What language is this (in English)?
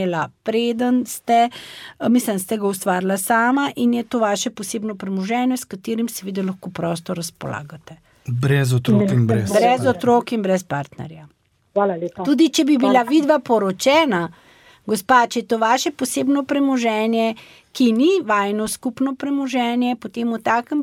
Slovenian